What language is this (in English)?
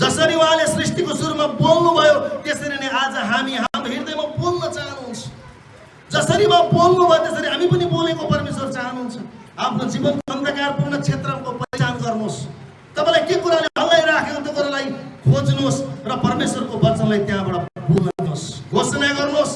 Nepali